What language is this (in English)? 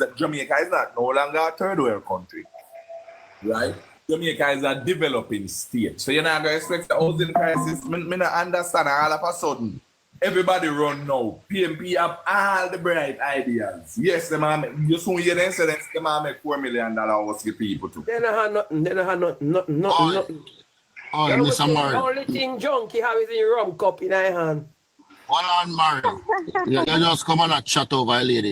Jamaican Creole English